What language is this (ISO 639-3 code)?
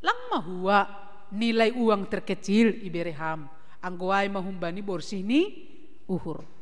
bts